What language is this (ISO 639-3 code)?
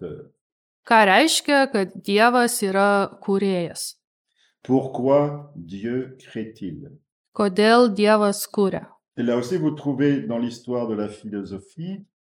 lit